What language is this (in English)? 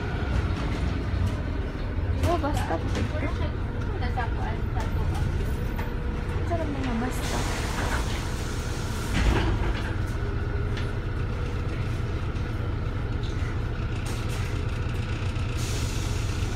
Filipino